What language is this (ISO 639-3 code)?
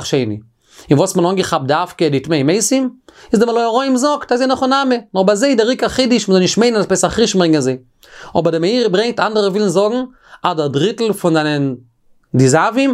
yid